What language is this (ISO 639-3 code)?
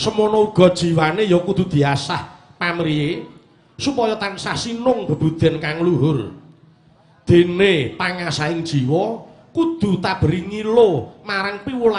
jav